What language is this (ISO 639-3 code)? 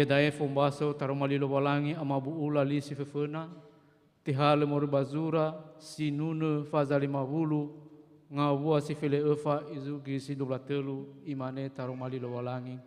nia